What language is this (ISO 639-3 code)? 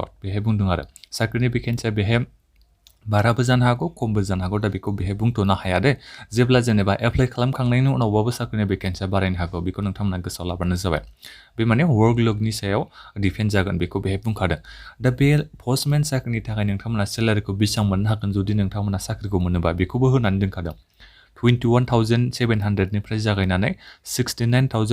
brx